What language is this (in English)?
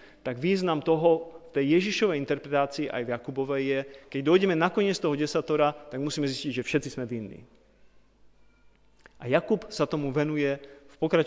Slovak